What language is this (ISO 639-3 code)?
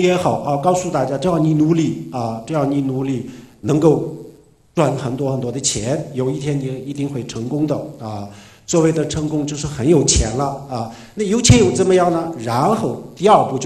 zho